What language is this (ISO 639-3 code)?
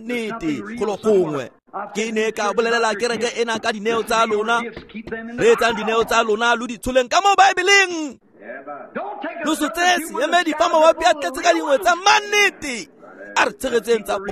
tsn